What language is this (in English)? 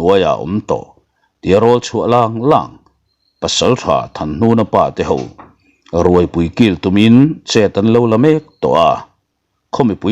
Mizo